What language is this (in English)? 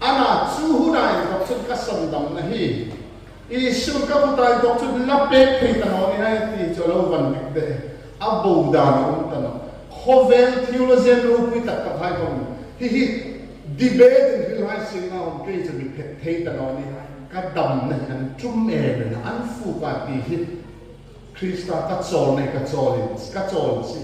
Hmar